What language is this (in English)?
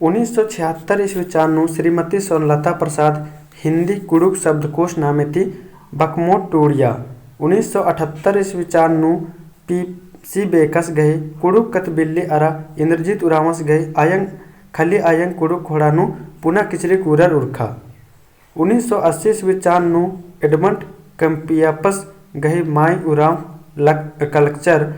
Kurukh